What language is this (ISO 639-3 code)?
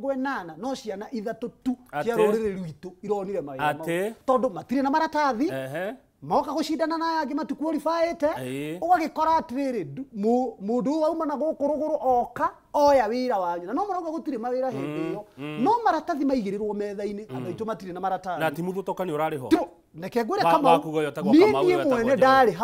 kik